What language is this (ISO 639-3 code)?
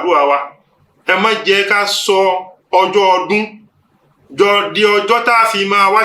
yor